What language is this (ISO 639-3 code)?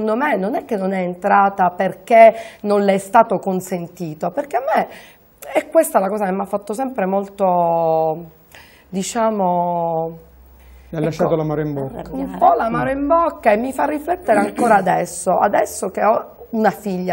ita